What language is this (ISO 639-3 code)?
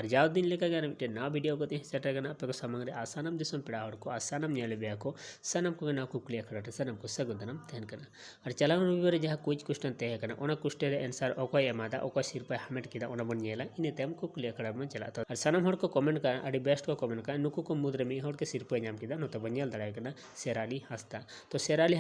sat